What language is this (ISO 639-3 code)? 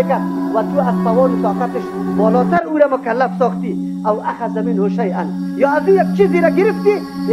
tgk